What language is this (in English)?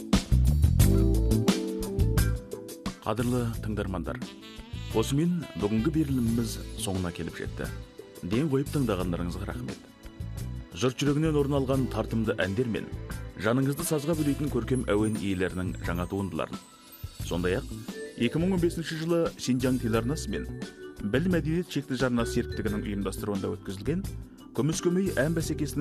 Kazakh